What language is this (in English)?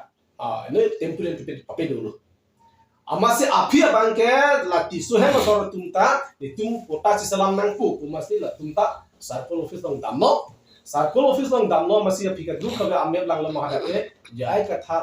Karbi